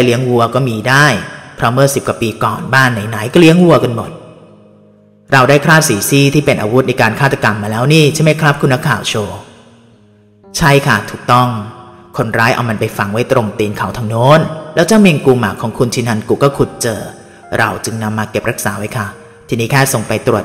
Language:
Thai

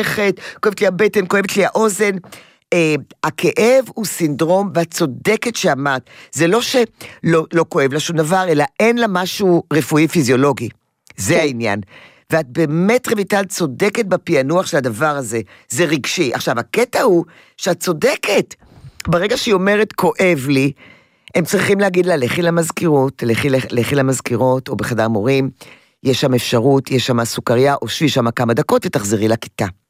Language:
Hebrew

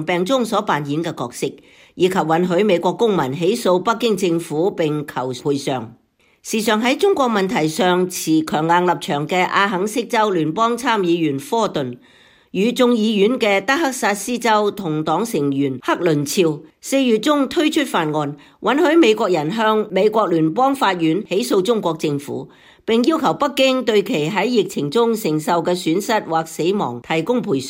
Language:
Cantonese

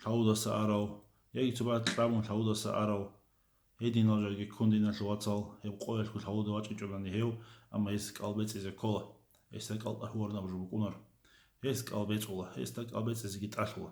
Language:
Avaric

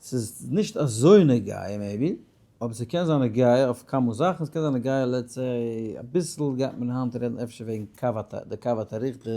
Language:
Yiddish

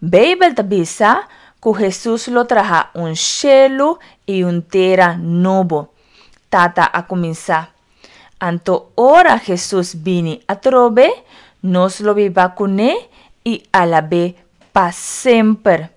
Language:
Papiamento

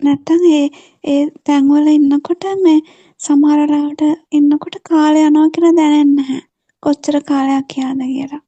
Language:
Sinhala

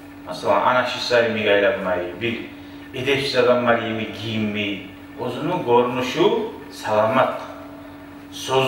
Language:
Kumyk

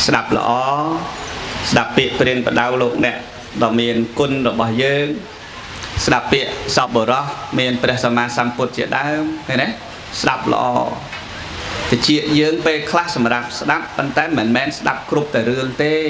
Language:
Khmer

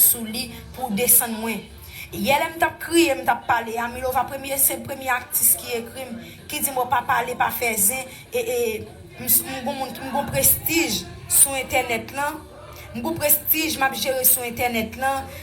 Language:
Haitian Creole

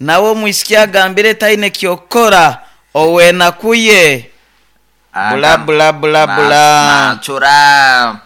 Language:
Nyoro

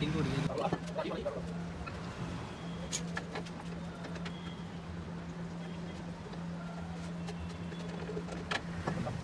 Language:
Punjabi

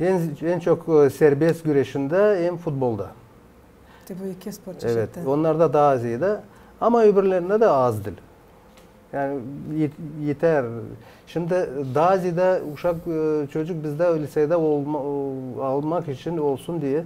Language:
Gagauz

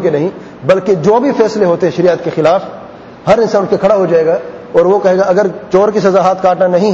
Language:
Urdu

